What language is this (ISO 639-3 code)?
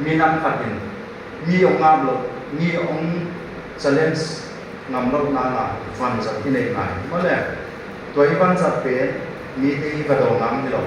ctd